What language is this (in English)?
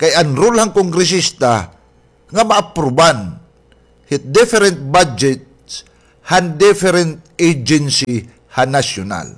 Waray